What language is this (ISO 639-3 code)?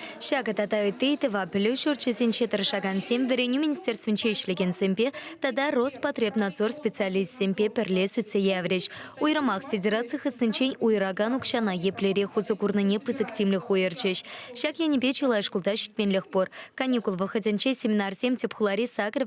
chv